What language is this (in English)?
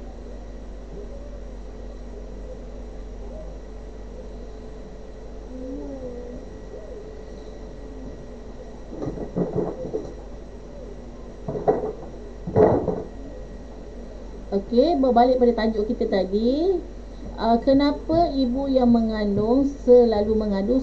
Malay